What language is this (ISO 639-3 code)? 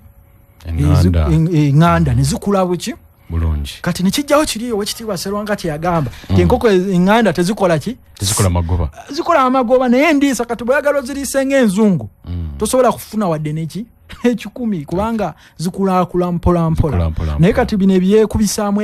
lug